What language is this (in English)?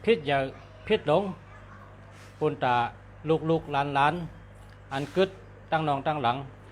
Shan